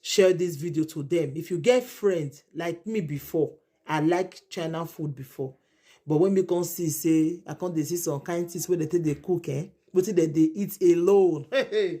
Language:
Nigerian Pidgin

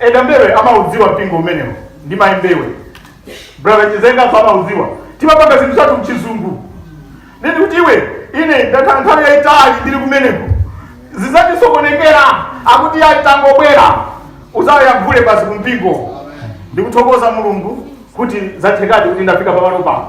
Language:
Nyanja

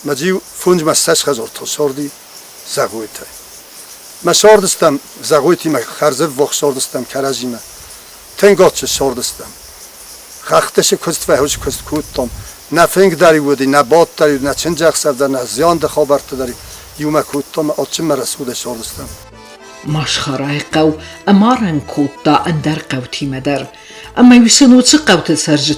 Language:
Ossetic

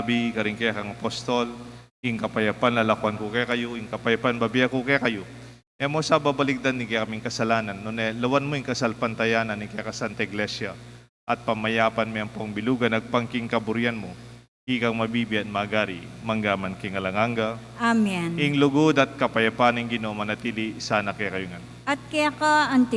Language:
Pampanga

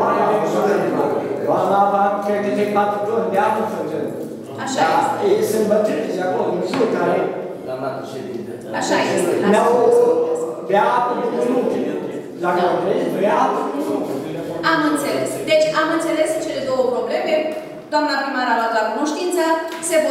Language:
Romanian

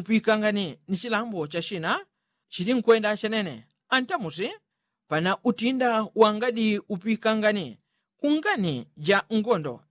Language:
Yao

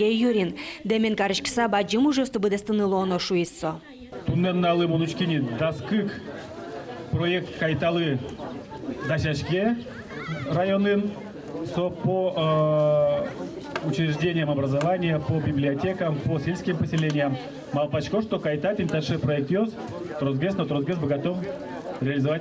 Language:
Udmurt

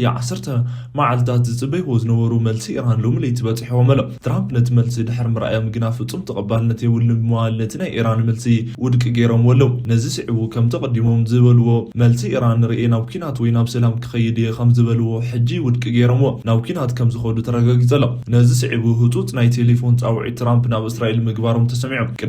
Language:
Tigrinya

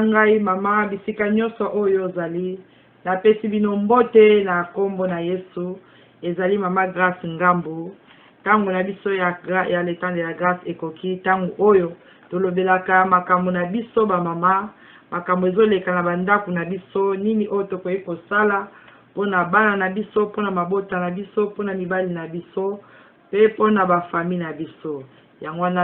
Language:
Lingala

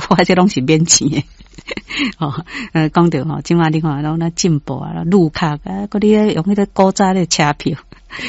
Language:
Min Nan Chinese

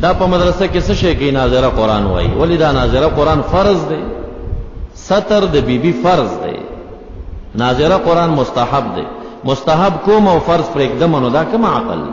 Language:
Pashto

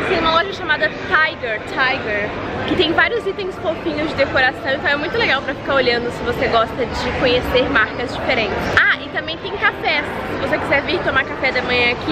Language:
Portuguese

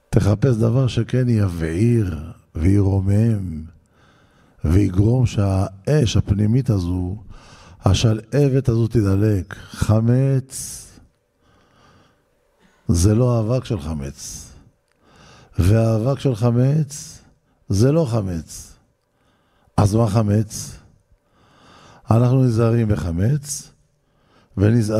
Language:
Hebrew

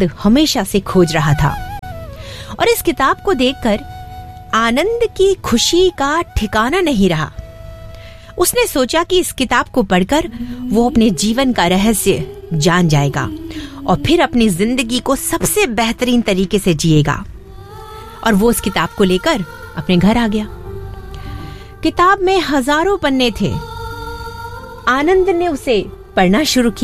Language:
Hindi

